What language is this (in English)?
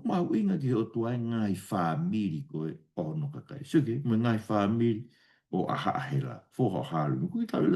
Tongan